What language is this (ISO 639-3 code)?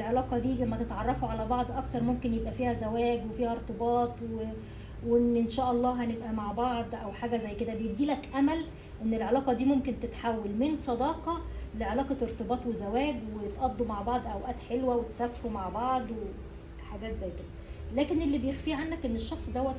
arz